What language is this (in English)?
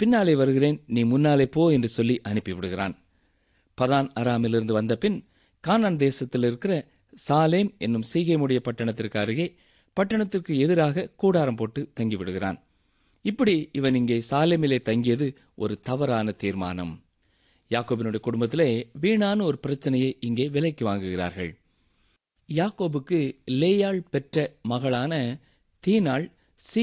Tamil